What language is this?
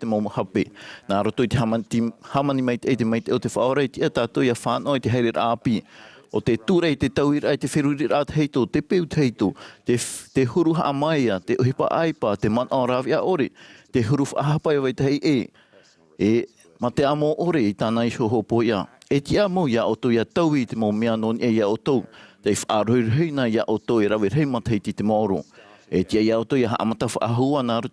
Tahitian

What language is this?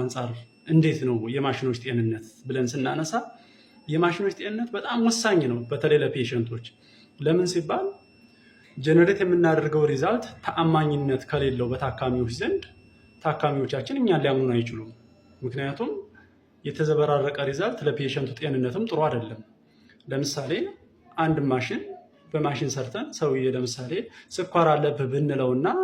Amharic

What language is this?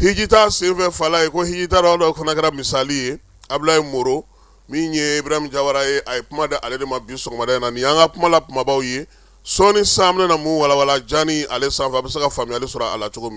Bambara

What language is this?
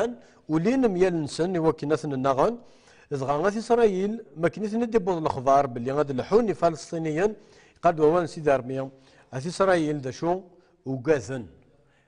Kabyle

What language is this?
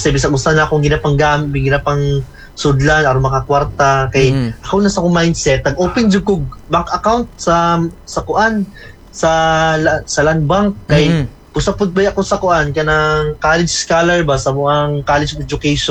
Cebuano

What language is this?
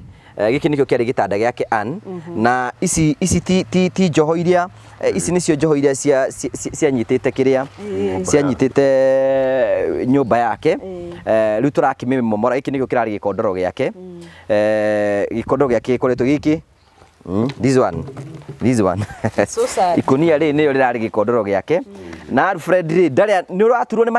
Kikuyu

